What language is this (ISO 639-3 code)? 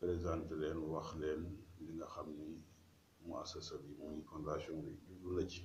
wol